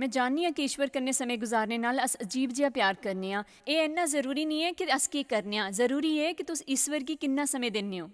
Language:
Dogri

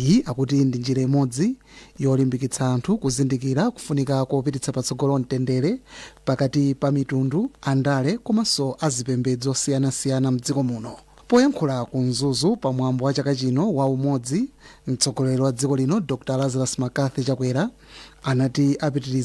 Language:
Nyanja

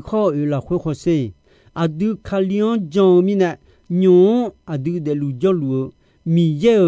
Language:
Akha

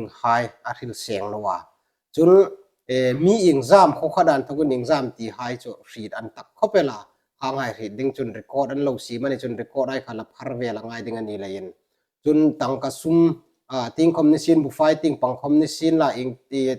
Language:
Hmar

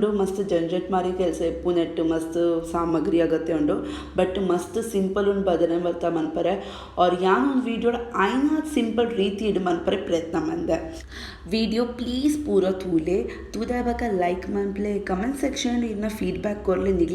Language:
Tulu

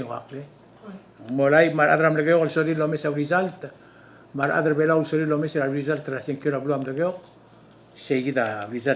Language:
Palauan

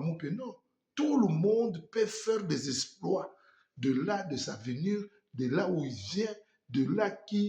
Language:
Lingala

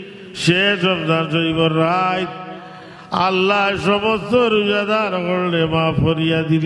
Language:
Sylheti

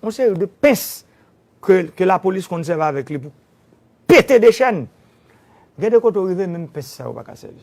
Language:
Haitian Creole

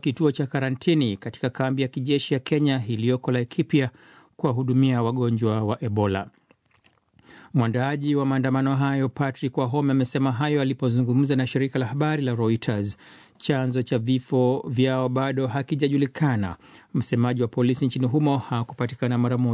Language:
Swahili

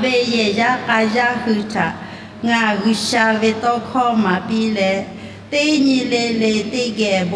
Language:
Lahu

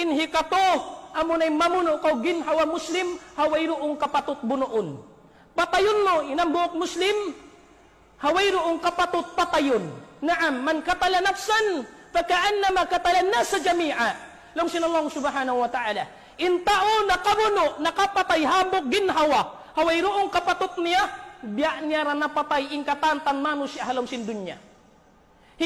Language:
Tausug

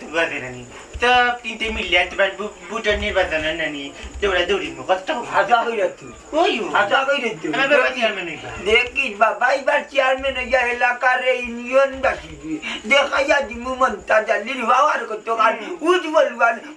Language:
Sylheti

